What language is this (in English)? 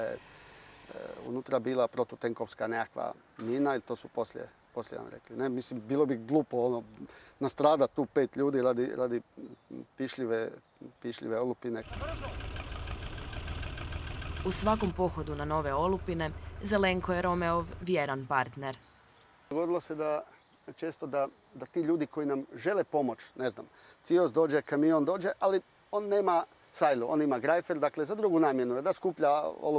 Croatian